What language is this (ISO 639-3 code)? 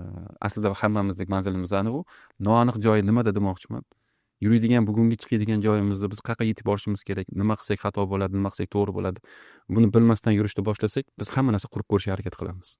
uzb